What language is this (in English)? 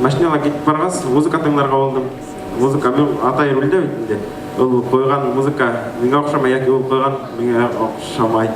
Bashkir